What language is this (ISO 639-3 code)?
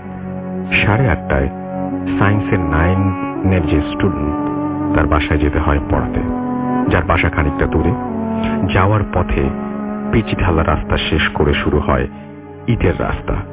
ben